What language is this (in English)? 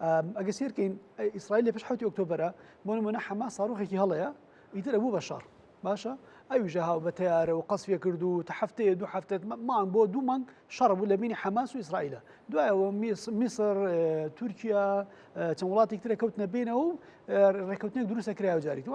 Central Kurdish